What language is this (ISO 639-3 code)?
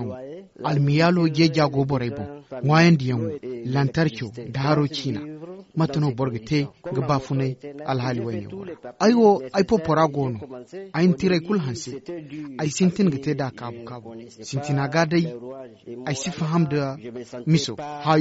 dje